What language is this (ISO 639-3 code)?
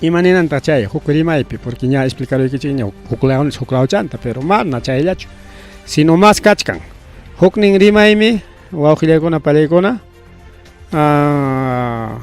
quy